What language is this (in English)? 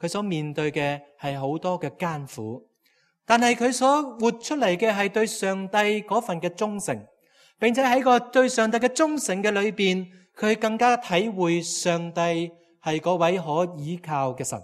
Cantonese